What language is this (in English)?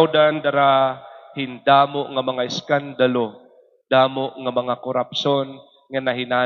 Waray